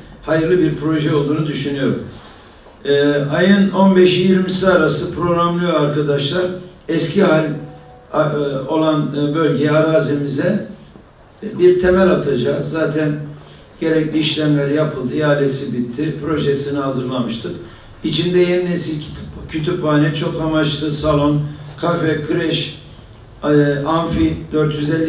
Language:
Turkish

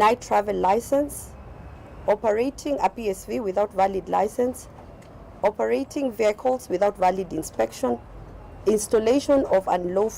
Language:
Kamba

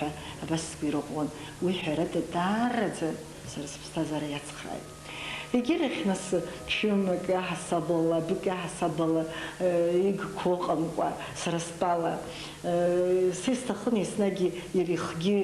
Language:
Abkhazian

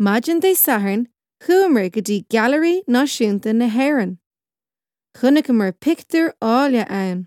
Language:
Irish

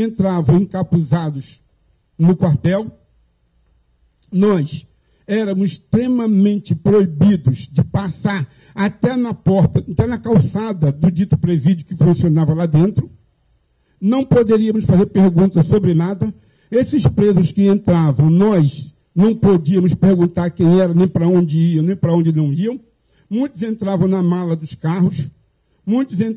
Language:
Portuguese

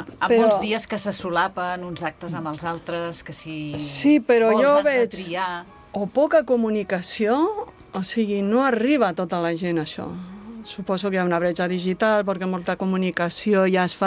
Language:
Catalan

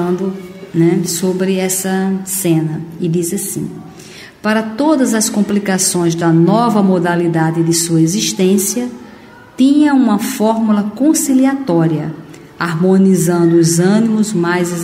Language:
Portuguese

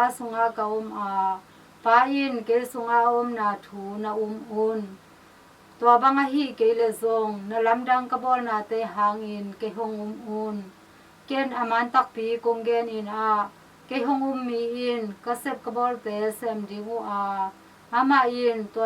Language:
Tedim Chin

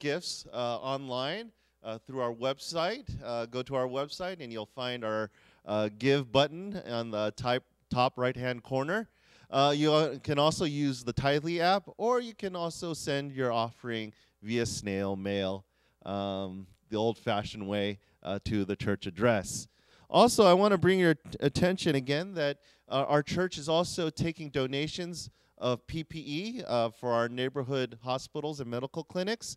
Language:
English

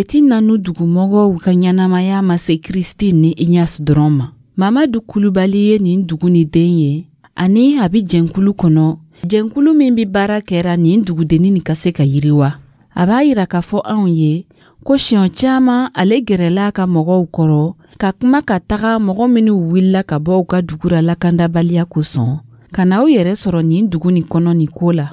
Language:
Dyula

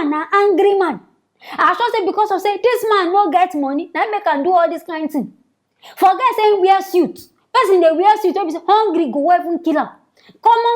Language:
Nigerian Pidgin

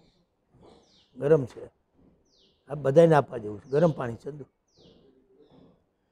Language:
Gujarati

